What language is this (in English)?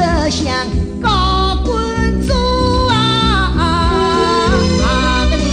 Wu Chinese